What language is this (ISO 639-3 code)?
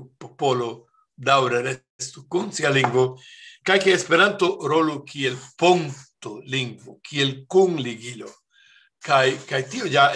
epo